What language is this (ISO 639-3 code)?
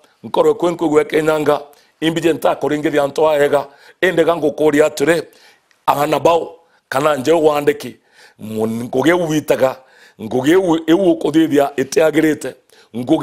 mer